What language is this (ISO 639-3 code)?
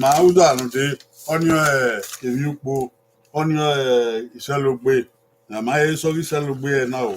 bin